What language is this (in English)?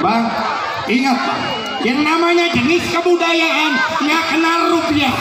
Betawi